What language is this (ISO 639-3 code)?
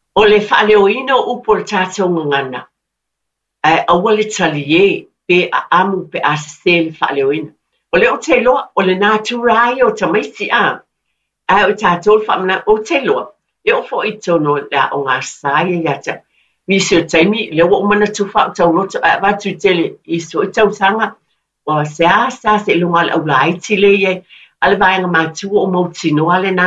smo